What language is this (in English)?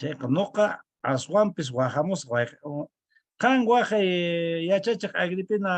Quechua